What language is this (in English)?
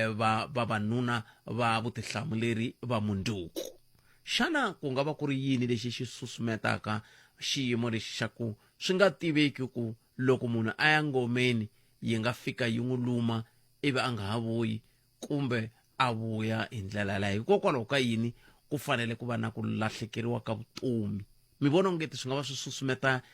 Tsonga